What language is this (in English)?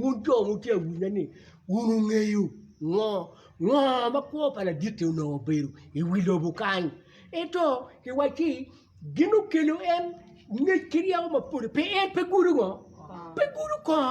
Acoli